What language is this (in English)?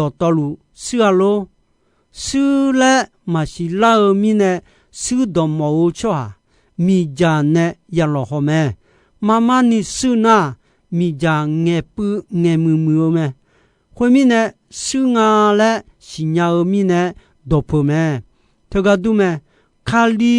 Akha